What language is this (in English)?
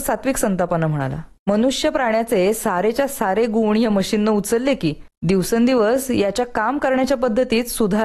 Marathi